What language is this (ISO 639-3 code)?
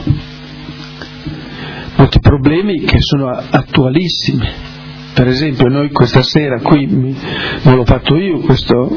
ita